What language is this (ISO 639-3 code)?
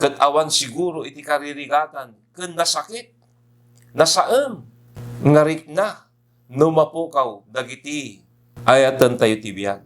ilo